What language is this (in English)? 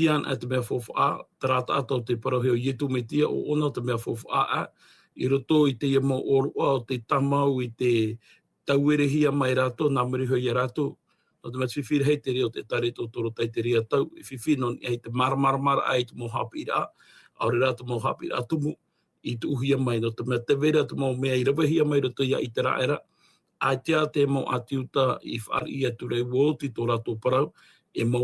Tahitian